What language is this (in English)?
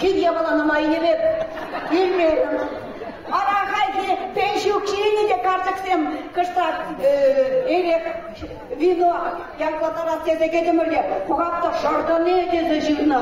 Chuvash